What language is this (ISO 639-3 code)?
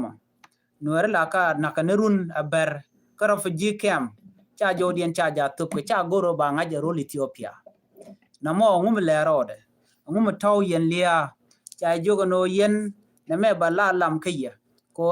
nus